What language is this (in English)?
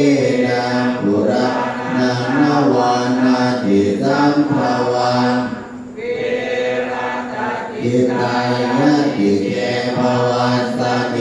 Pali